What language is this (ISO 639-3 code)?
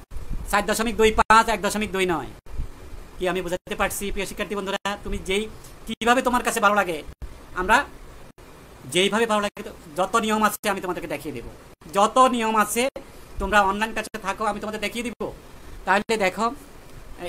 ben